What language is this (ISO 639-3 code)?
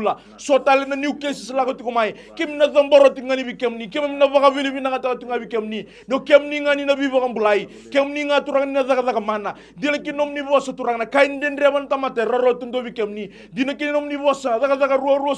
fij